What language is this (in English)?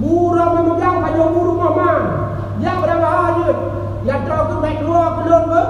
Achinese